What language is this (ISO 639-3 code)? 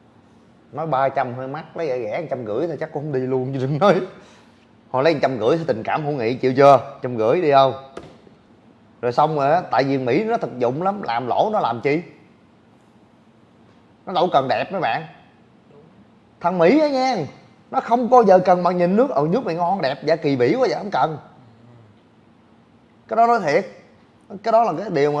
vie